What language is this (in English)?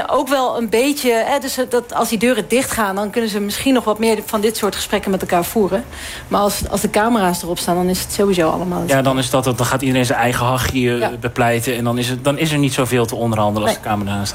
Dutch